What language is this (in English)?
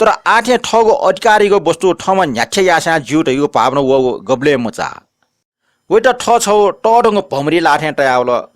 Newari